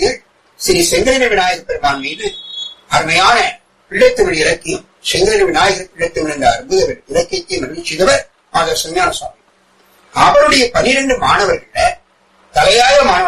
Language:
Tamil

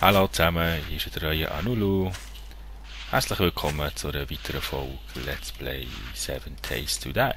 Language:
Swiss German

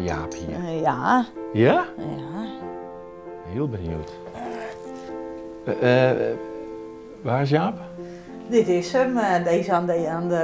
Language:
Dutch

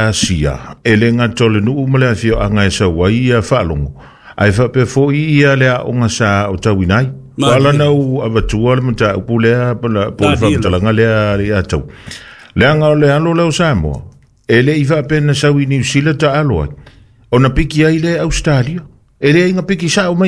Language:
Samoan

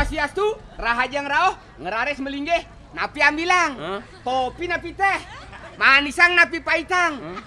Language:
Balinese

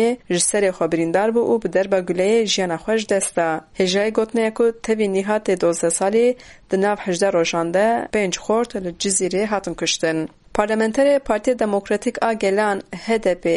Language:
Kurdish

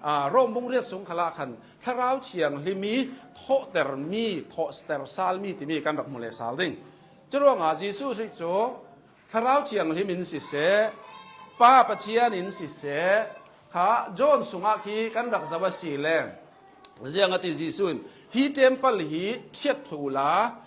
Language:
Hakha Chin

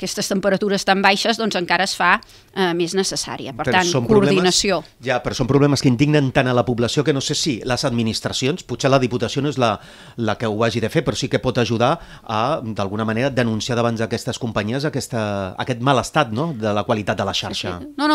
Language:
Catalan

